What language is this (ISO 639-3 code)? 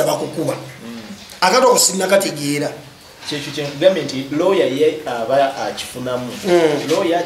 lug